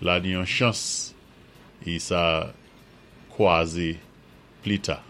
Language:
Saint Lucian Creole French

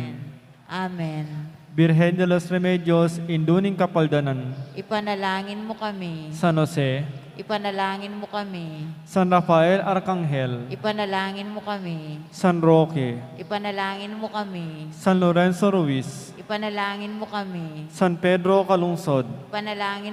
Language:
Pampanga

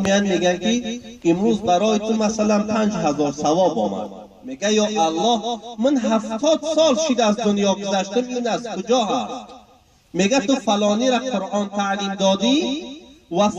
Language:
Tajik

